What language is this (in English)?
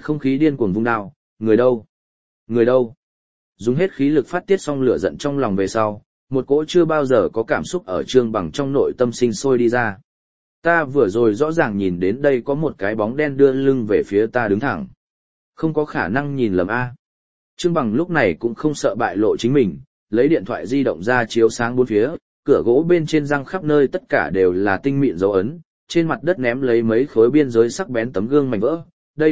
Vietnamese